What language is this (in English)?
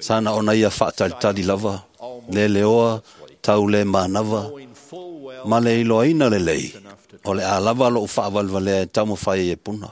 Samoan